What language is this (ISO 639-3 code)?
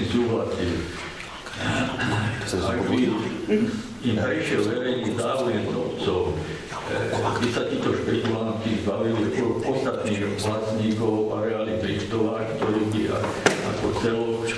slk